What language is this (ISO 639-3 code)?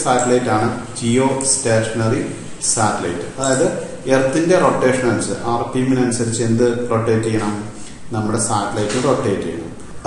mal